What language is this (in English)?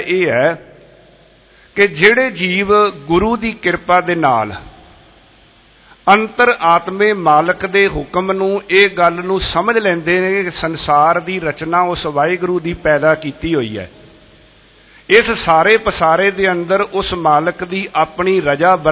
Punjabi